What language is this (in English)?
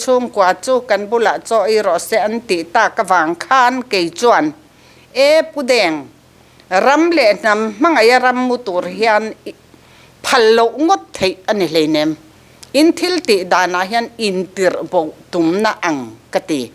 Mizo